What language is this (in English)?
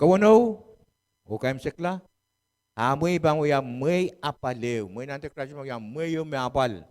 Pohnpeian